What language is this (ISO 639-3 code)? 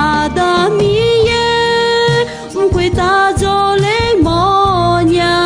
ahk